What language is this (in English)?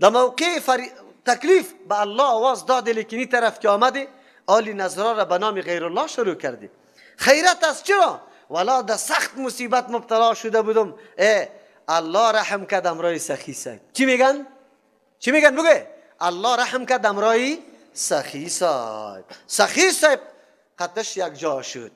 Persian